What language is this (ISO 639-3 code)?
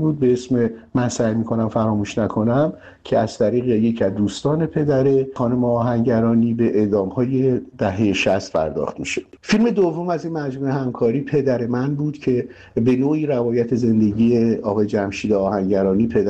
fas